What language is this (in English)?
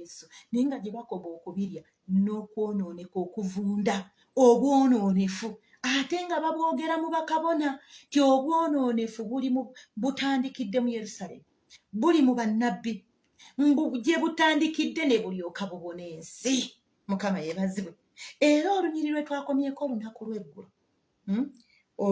Ganda